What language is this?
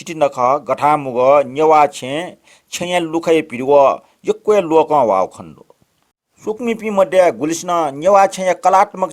Newari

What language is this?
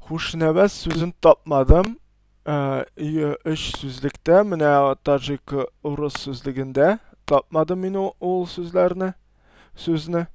Tatar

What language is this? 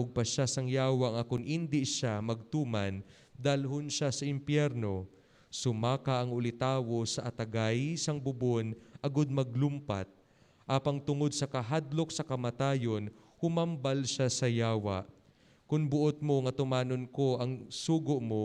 Hiligaynon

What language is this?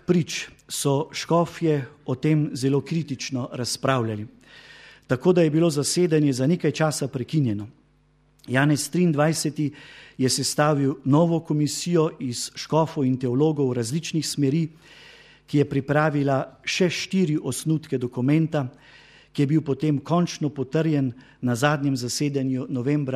Slovenian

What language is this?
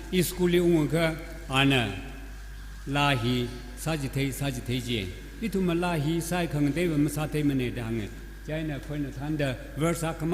Tangkhul Naga (India)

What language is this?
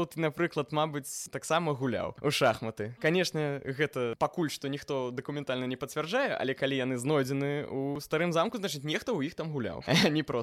Belarusian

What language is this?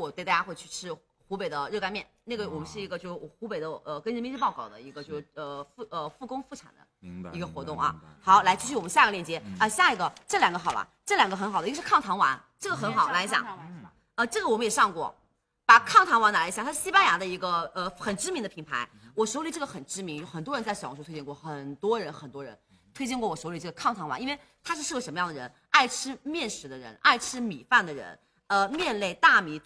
Chinese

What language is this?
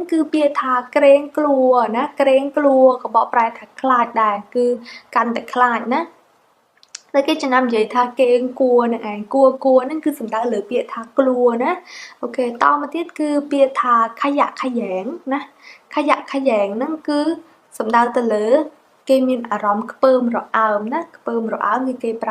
Khmer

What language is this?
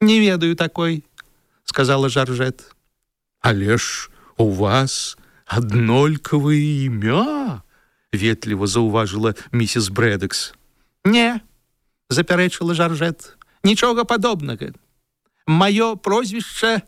Belarusian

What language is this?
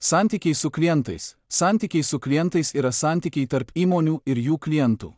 Lithuanian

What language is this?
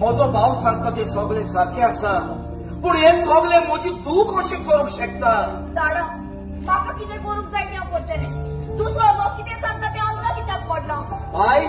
Konkani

